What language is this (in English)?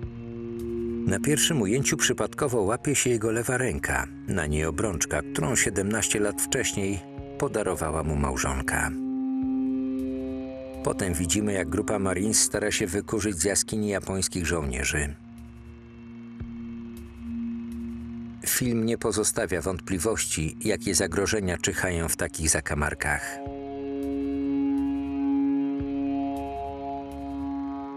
Polish